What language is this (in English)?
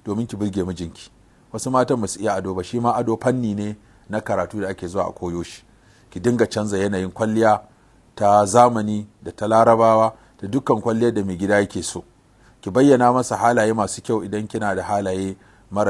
Hausa